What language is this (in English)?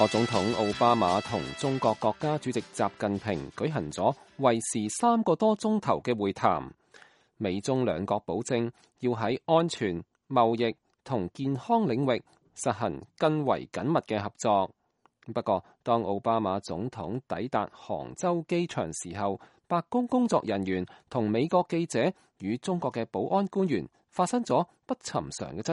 Cantonese